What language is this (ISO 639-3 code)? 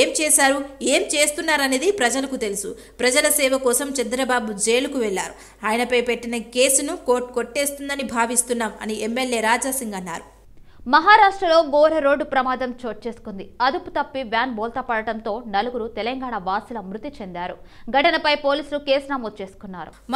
tel